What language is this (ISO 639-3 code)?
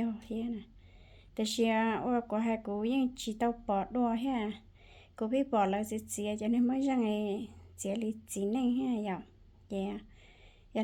hmn